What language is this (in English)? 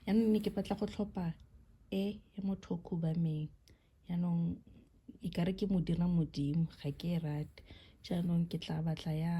Tswana